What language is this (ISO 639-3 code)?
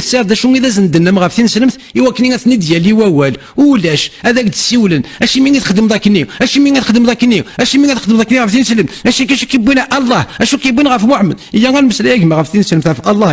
kab